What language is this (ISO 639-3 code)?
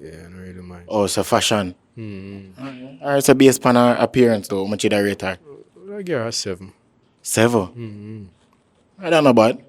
jam